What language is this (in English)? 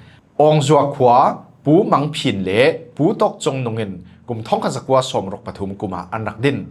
Falam Chin